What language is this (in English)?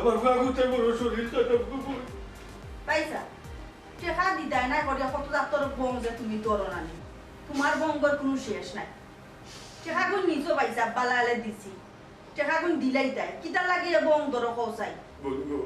Sylheti